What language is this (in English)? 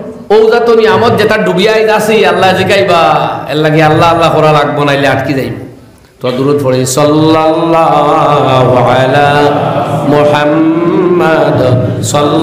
Sylheti